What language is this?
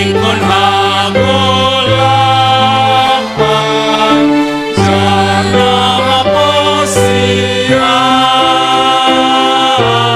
Batak Simalungun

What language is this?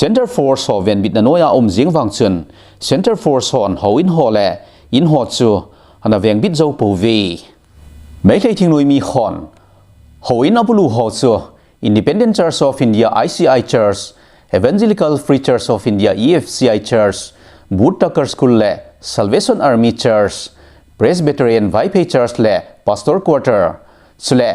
Thado Chin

